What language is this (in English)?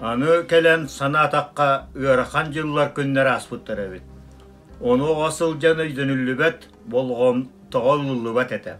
Yakut